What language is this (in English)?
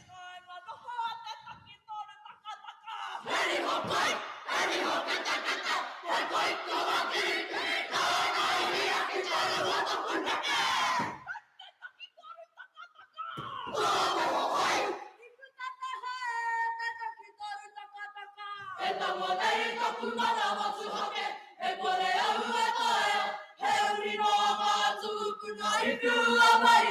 Māori